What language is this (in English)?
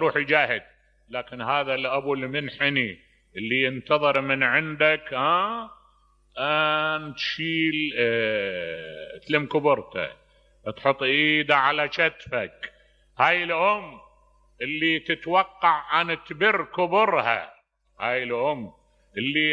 Mesopotamian Arabic